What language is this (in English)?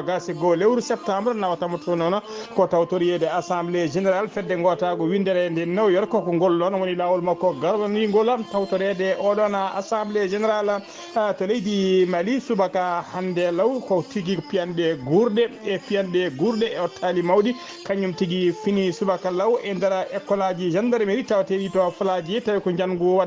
Fula